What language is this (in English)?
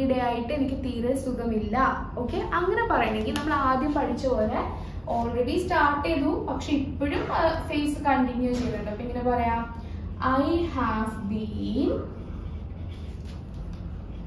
Malayalam